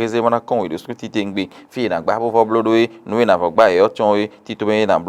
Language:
Fon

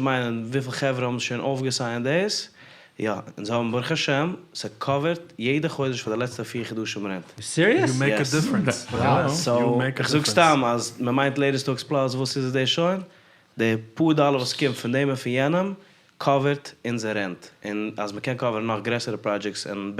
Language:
Yiddish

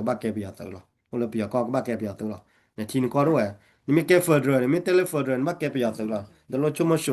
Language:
S'gaw Karen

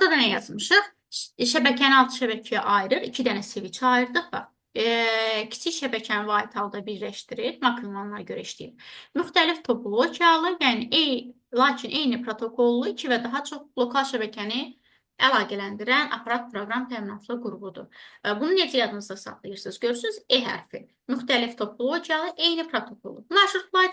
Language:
Azerbaijani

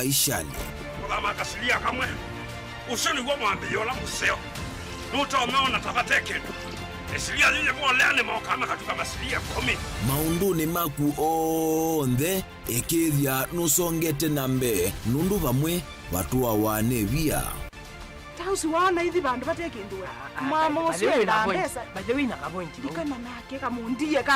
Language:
Kamba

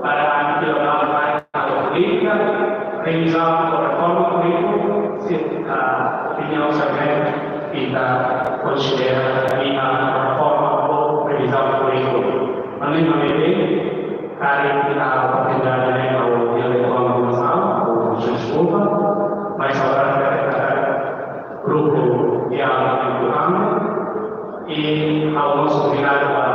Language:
Tetum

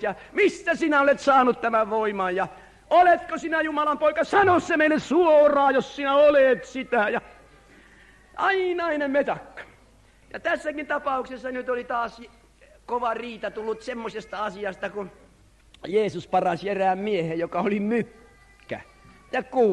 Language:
Finnish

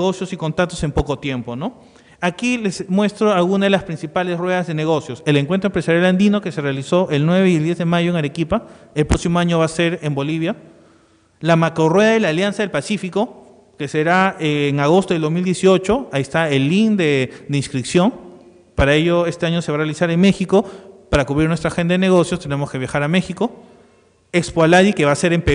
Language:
Spanish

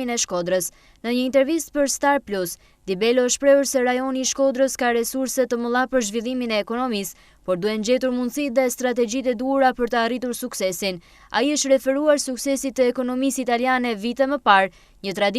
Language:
Albanian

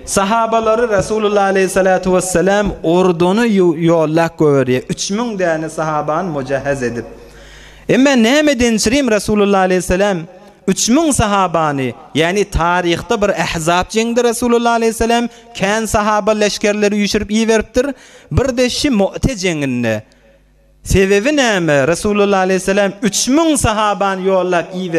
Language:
Turkmen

